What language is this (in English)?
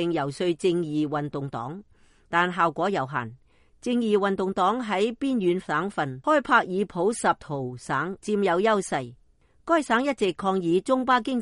Cantonese